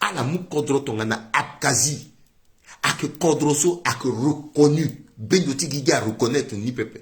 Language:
Sango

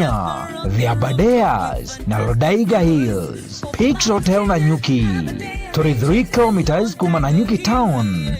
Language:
Meru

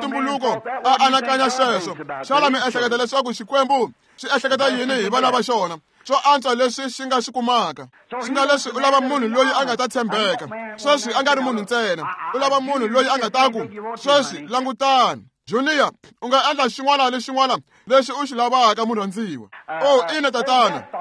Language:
Tsonga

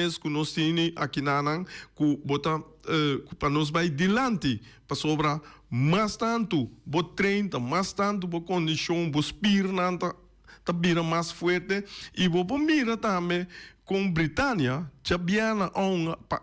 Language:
Papiamento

